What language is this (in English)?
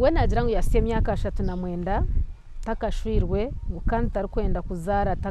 Nyankole